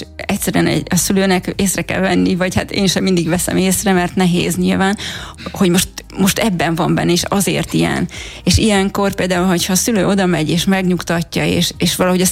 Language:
Hungarian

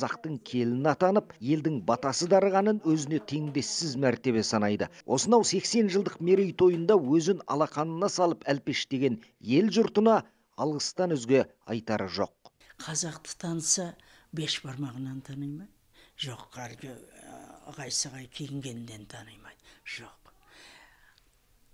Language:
Kazakh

